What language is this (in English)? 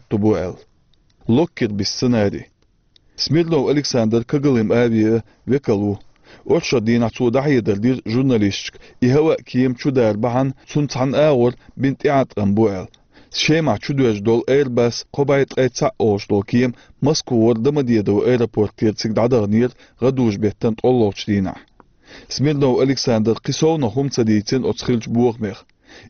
Chechen